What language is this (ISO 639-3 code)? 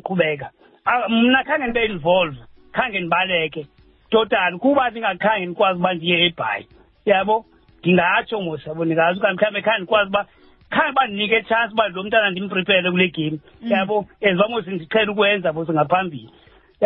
xho